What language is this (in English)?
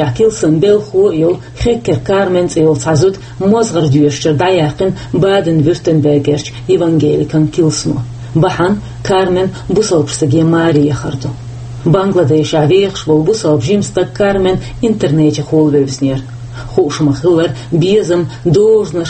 Chechen